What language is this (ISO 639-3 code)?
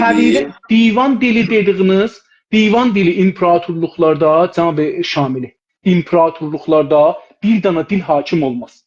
azb